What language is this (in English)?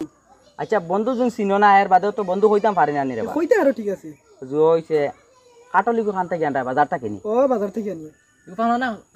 Sylheti